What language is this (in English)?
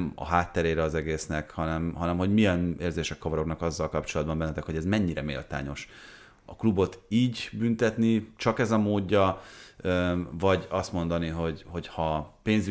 Hungarian